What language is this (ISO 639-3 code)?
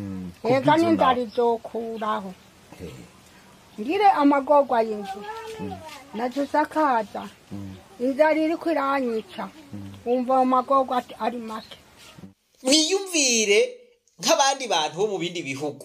run